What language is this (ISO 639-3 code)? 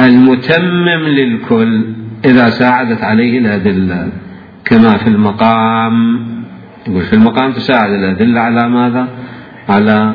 acm